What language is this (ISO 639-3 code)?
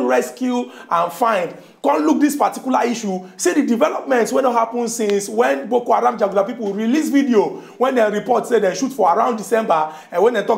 pcm